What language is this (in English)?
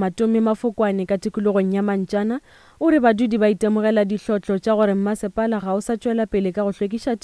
Northern Sotho